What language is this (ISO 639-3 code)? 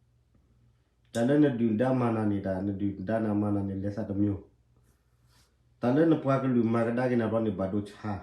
ksw